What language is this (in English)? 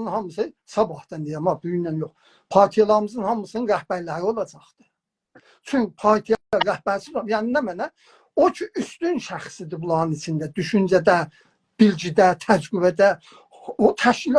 South Azerbaijani